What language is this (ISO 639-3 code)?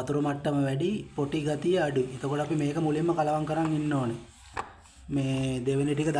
sin